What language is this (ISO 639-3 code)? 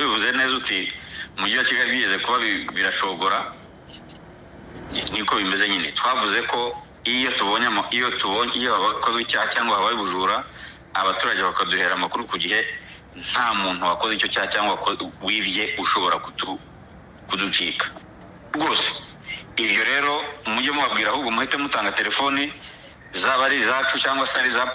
kin